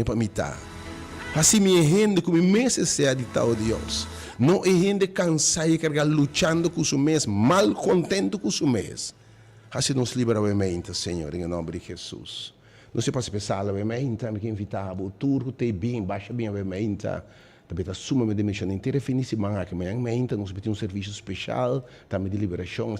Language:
Papiamento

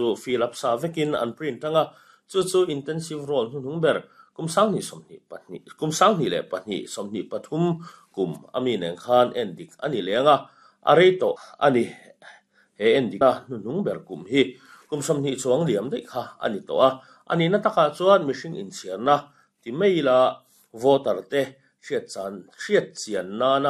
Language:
Mizo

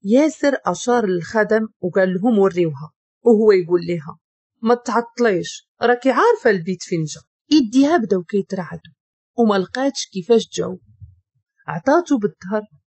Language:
Moroccan Arabic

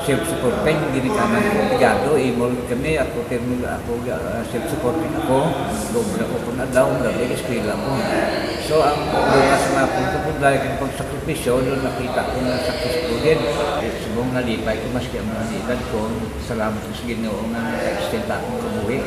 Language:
Hiligaynon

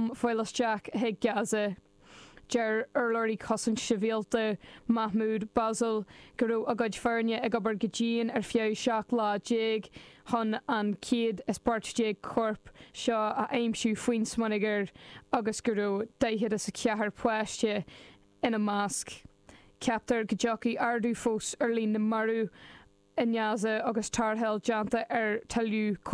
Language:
Irish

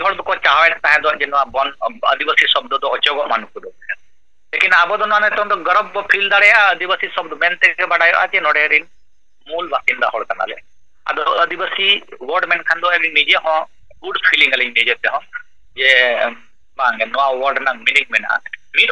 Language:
Santali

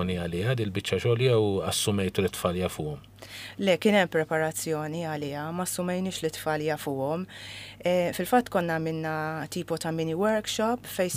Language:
Maltese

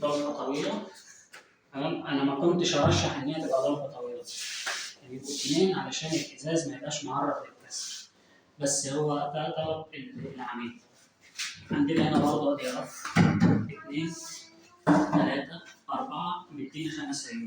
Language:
Egyptian Arabic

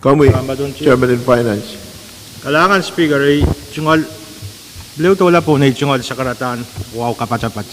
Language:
Pohnpeian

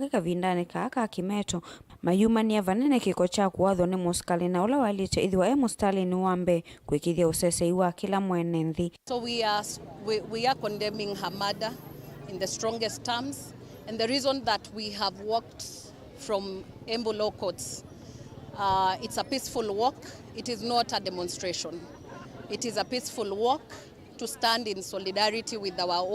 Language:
Kamba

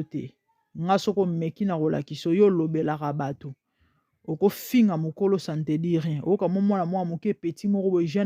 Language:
Lingala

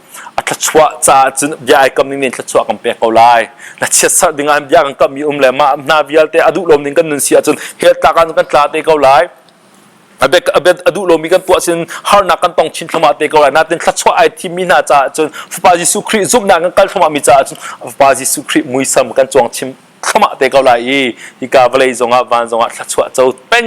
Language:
Hakha Chin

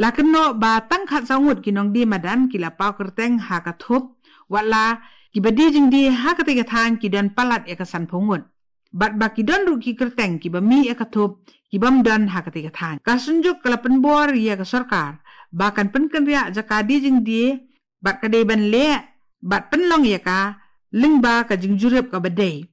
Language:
Khasi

